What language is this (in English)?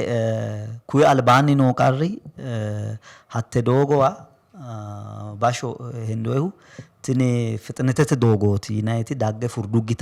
Sidamo